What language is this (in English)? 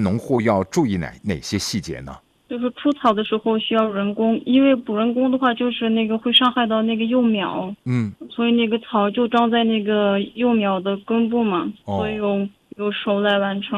Chinese